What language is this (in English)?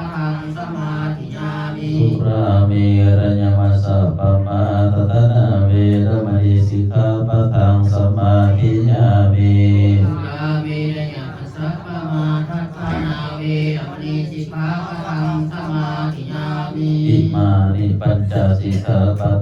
Pali